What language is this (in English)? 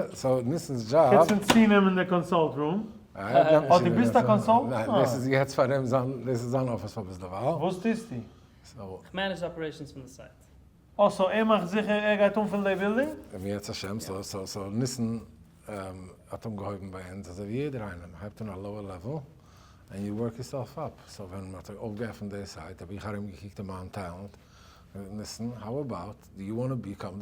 Yiddish